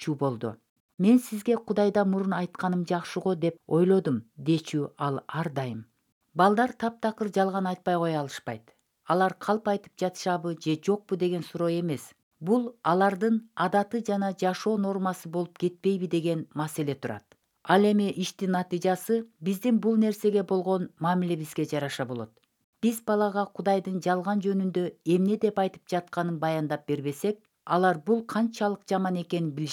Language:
Kyrgyz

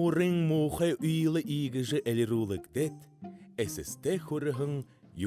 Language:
Buriat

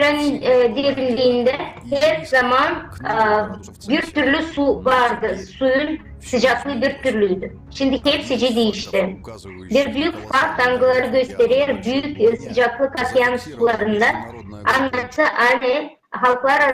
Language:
Gagauz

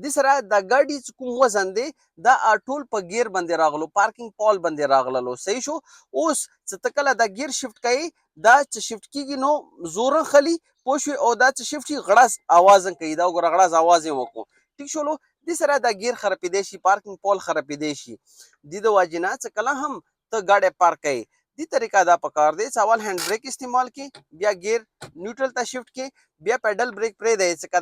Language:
Pashto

